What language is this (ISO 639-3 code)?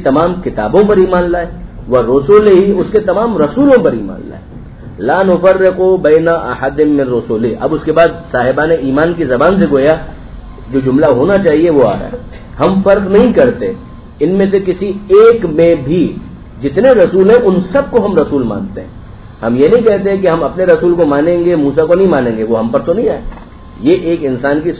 urd